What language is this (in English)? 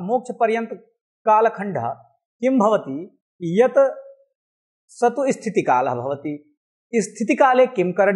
Sanskrit